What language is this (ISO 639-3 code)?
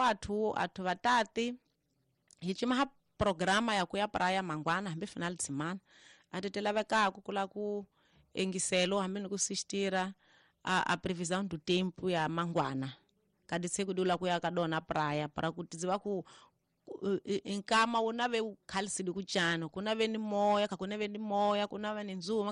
tso